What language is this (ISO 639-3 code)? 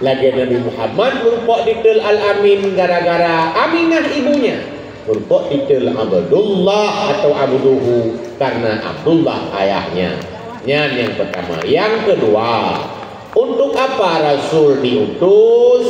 ace